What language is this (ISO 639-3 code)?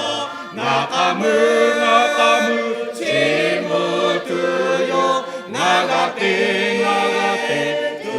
lhu